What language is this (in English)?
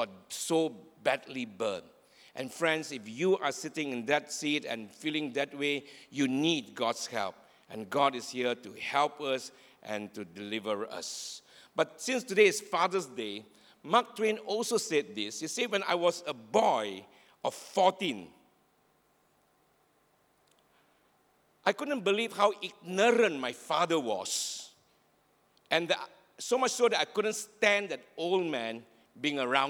English